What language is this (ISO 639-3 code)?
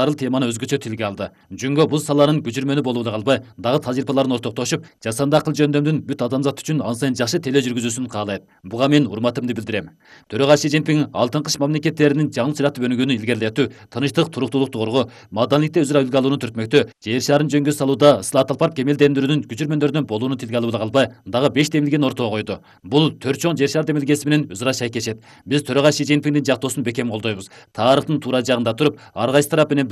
kir